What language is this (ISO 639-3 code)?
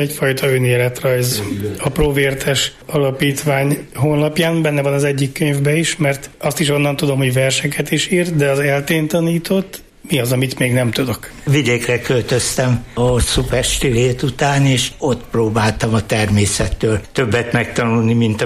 hun